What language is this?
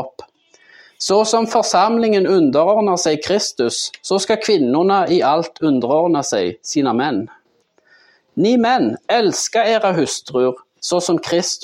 Swedish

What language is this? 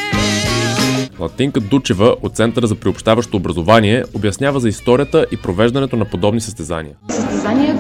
Bulgarian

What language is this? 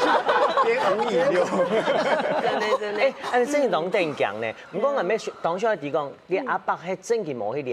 Hakka Chinese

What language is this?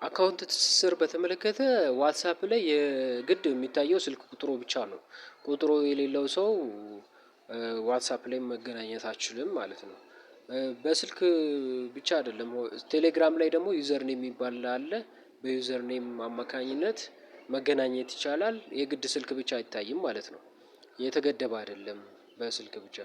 Amharic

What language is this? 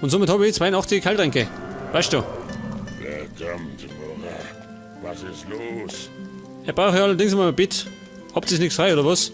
Bavarian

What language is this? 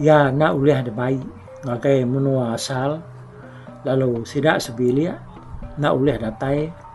Iban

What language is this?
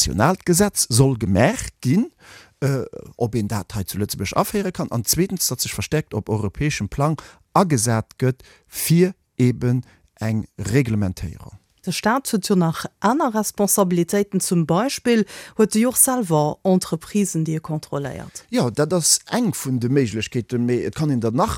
Luxembourgish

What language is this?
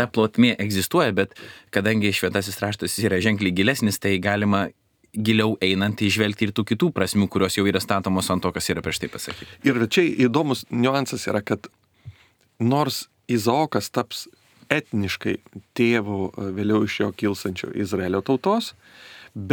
Lithuanian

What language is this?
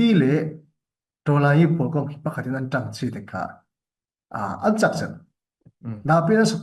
Falam Chin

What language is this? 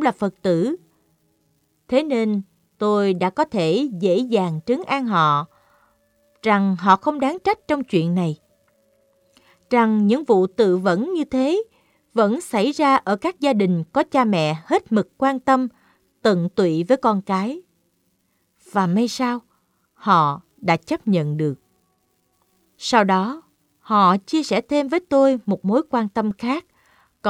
Vietnamese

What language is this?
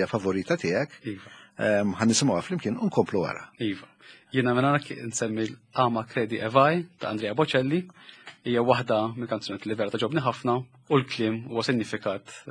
Maltese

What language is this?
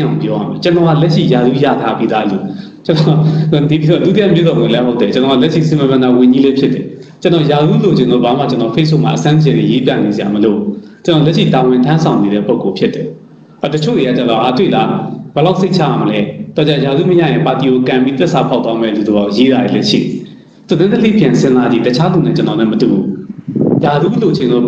Burmese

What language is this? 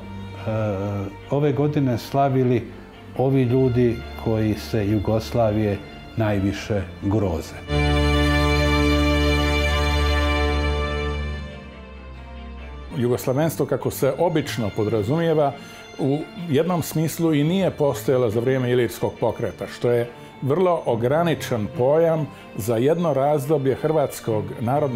Croatian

